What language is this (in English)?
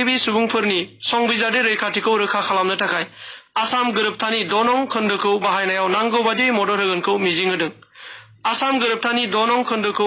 Bodo